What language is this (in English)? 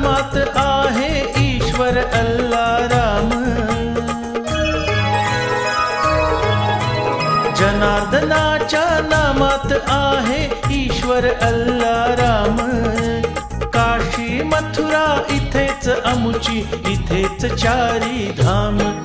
Marathi